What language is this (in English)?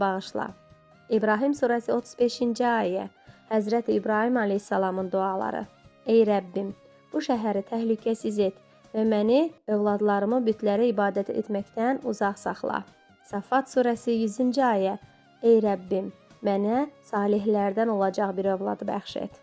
Azerbaijani